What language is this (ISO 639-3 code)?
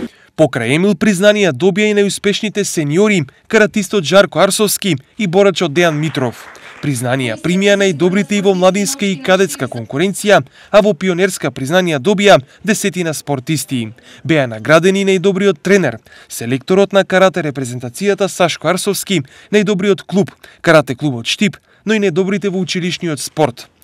mkd